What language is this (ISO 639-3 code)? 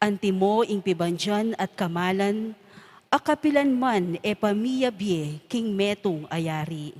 pam